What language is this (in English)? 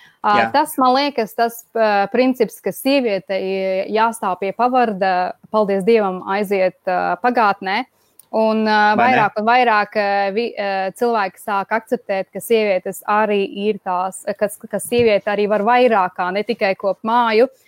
Latvian